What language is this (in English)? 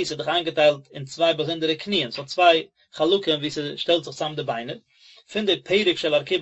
Yiddish